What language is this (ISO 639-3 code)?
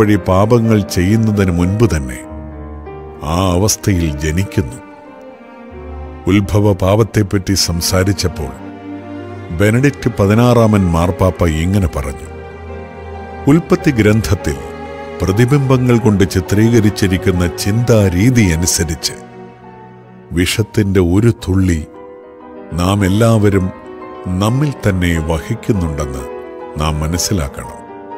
mal